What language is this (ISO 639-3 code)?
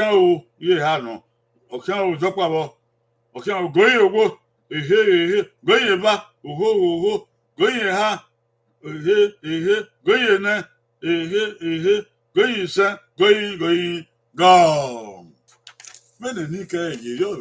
bin